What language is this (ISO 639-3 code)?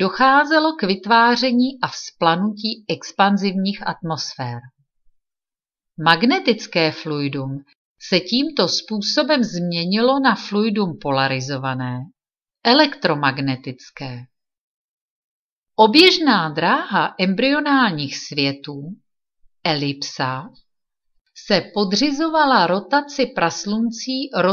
ces